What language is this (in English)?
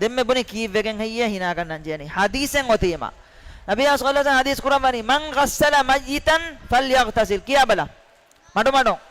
Divehi